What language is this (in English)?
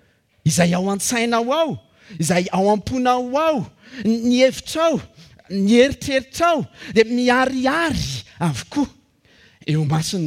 Malagasy